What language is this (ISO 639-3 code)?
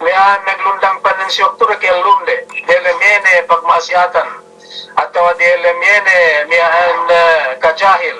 yka